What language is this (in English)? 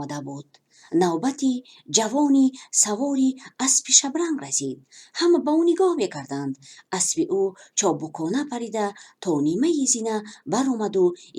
Tajik